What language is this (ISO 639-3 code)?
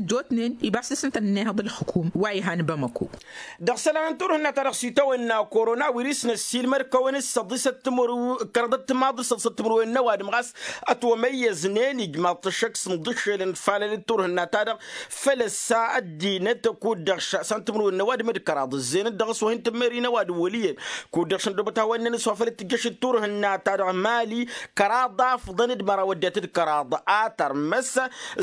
taq